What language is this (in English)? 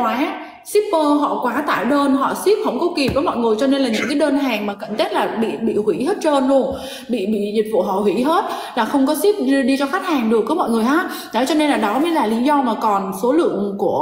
Vietnamese